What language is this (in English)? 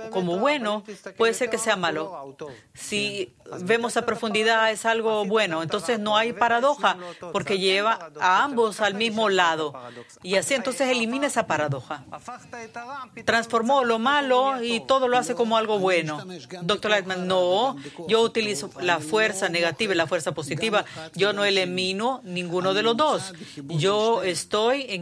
Spanish